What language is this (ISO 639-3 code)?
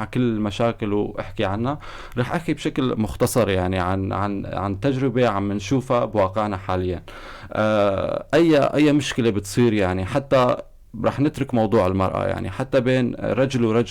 apc